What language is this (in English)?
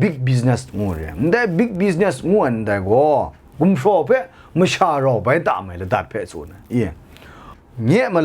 Kachin